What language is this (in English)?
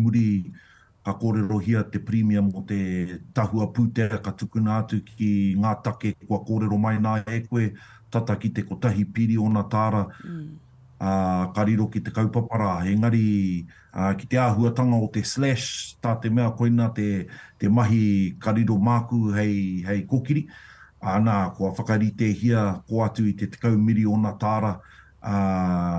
Māori